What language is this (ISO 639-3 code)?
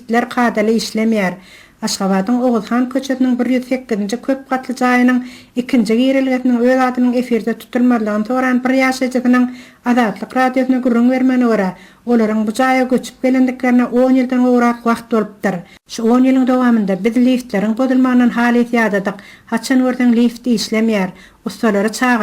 tuk